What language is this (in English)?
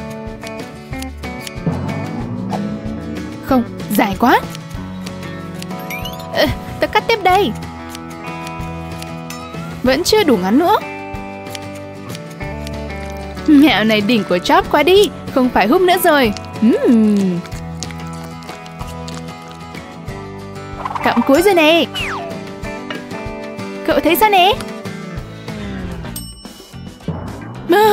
Vietnamese